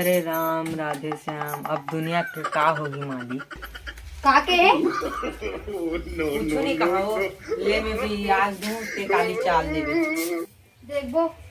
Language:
Chhattisgarhi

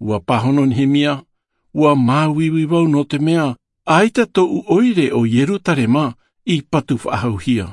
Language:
Tahitian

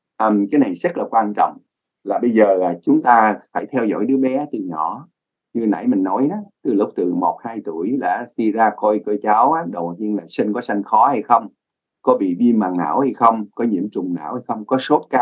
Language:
Vietnamese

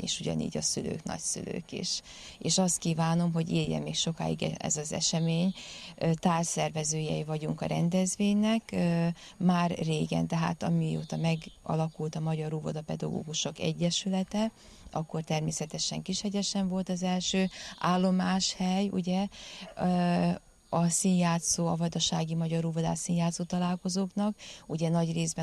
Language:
Hungarian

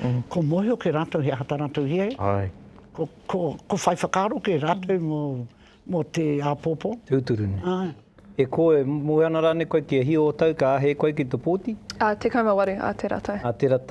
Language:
Māori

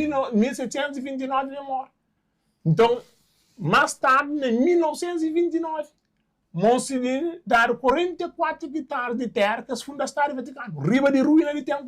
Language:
Kabuverdianu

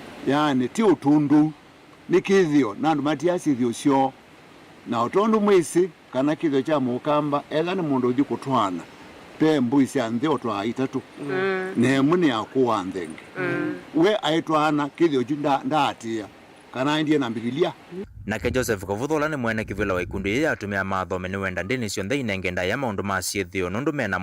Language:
Kamba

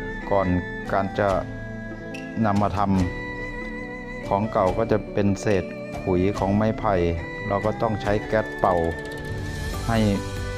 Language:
Thai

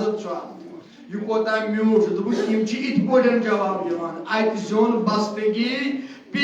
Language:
Kashmiri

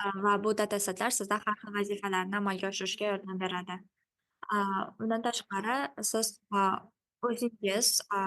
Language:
Uzbek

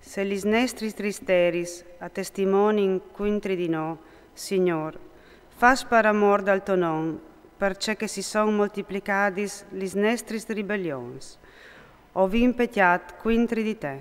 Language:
Friulian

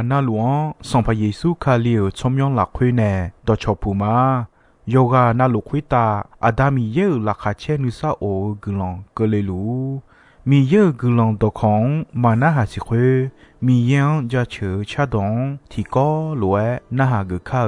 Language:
Akha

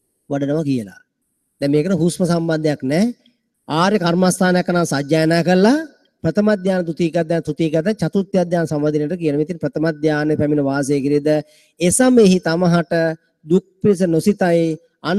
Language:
Sinhala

